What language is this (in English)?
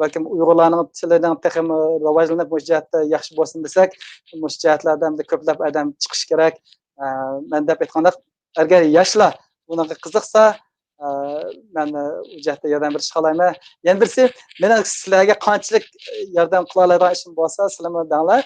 Uyghur